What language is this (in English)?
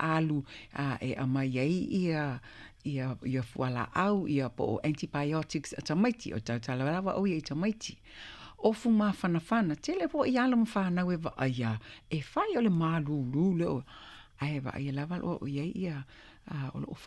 Samoan